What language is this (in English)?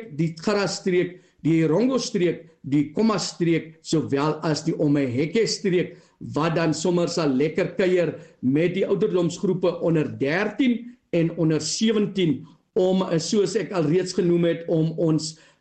Afrikaans